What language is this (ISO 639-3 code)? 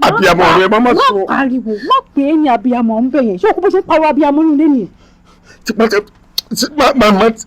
yor